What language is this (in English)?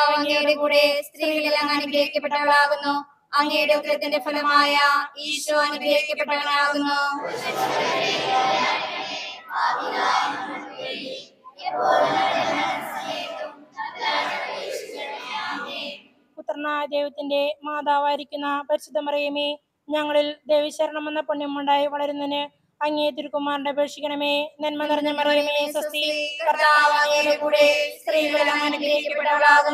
Malayalam